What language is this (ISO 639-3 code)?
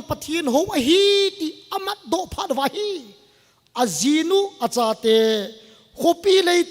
tcz